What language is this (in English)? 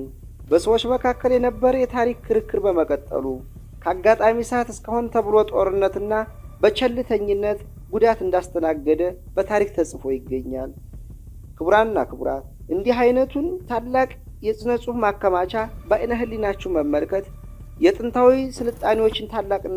Amharic